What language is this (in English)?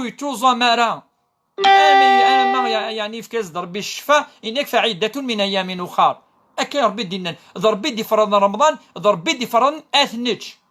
Kabyle